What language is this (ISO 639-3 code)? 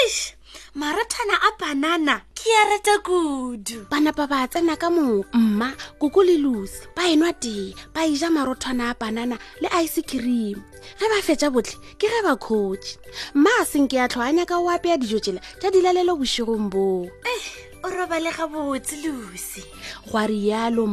nso